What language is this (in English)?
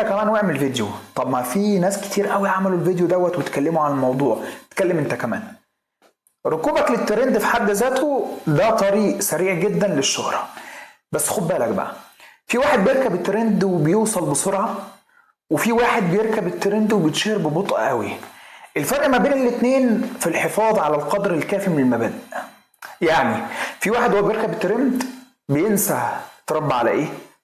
Egyptian Arabic